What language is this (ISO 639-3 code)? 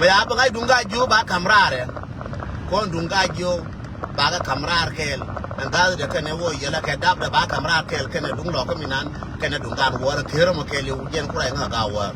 nus